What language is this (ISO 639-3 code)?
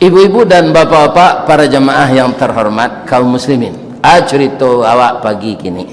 min